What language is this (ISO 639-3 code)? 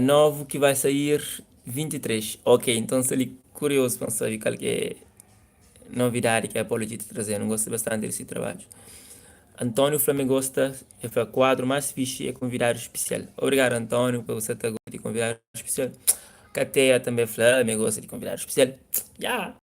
kea